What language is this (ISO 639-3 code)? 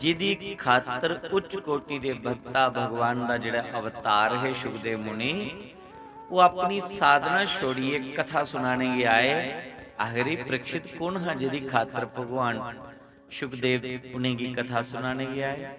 doi